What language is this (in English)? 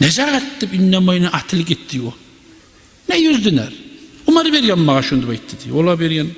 Kumyk